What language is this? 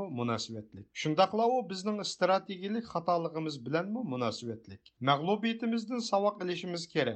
Uyghur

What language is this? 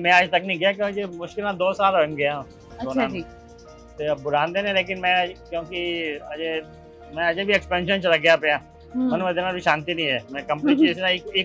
Punjabi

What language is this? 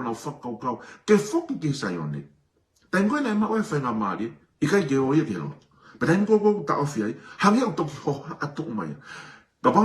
Tongan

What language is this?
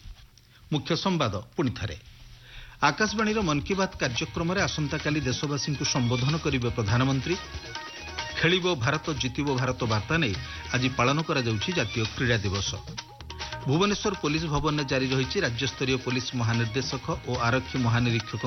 Odia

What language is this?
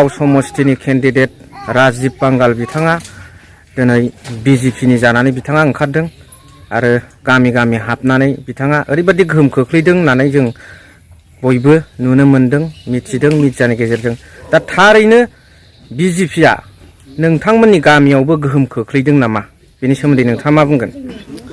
Bodo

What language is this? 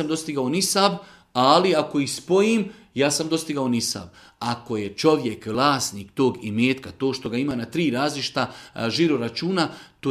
Serbian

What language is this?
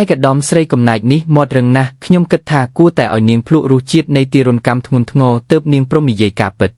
Khmer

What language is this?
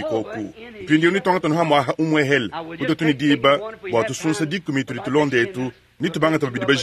Luba-Lulua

